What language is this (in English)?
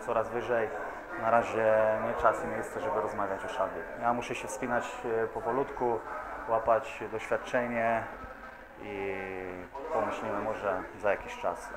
Polish